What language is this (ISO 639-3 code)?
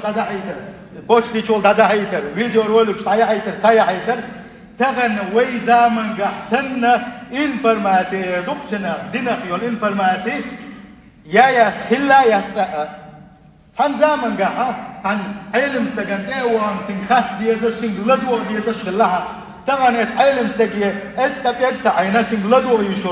che